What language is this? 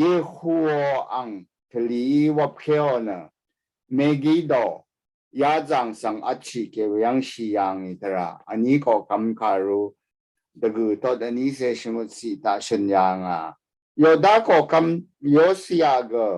Rawang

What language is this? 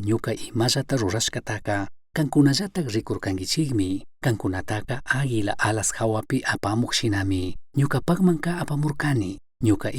Chimborazo Highland Quichua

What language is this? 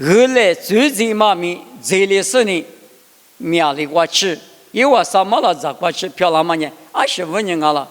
Lisu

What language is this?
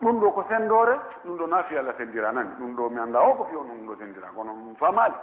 Pular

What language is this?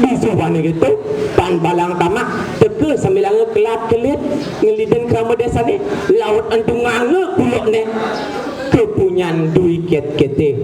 Balinese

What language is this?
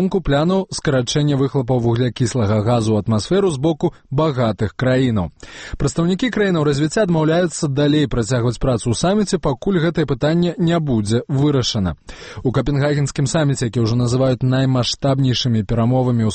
Belarusian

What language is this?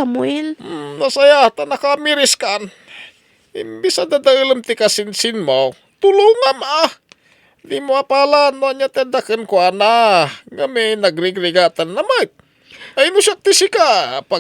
Iloko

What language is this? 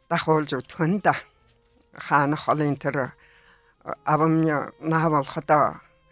Buriat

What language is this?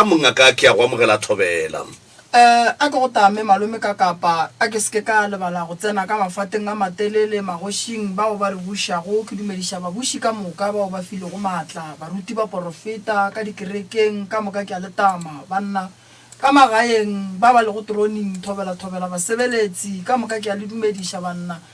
Northern Sotho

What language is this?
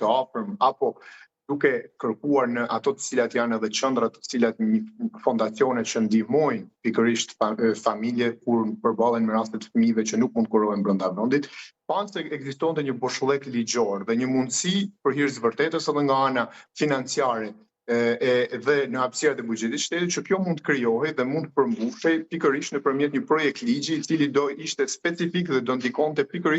Albanian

